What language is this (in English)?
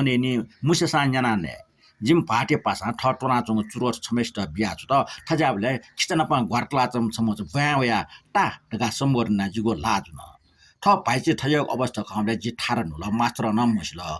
Newari